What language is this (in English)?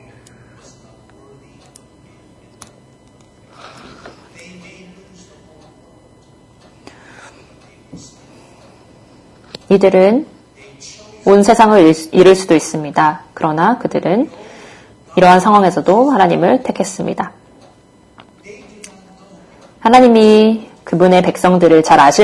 Korean